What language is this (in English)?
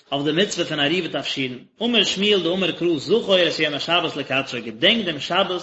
Yiddish